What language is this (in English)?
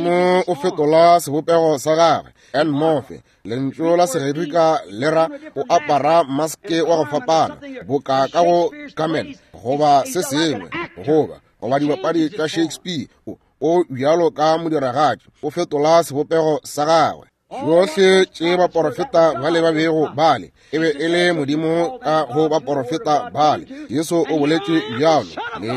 Northern Sotho